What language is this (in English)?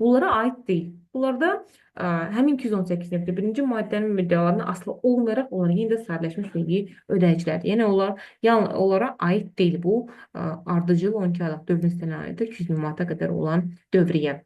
Azerbaijani